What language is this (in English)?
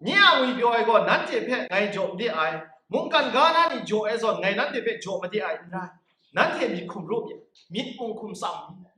Kachin